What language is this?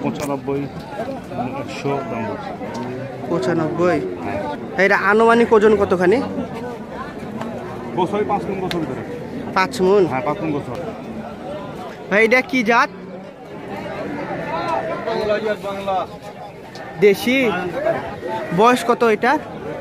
Bangla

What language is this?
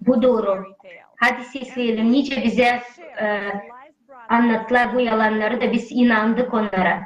Gagauz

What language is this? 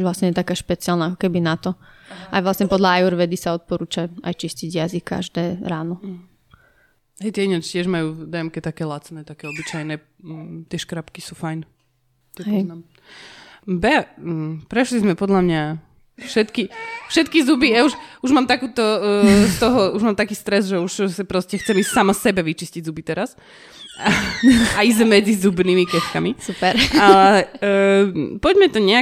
Slovak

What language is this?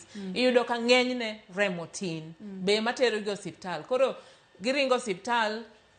Luo (Kenya and Tanzania)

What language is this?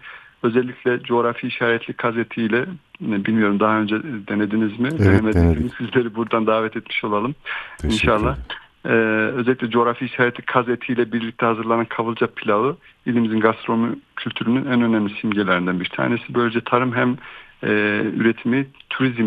Turkish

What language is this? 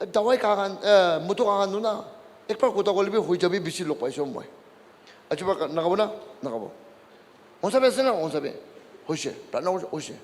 Naga Pidgin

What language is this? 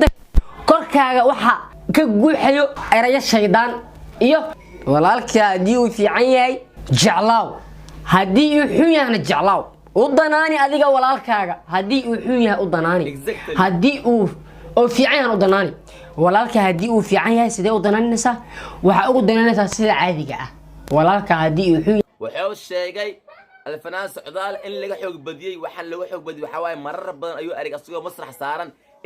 Somali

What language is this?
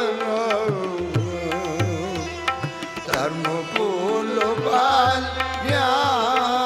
Punjabi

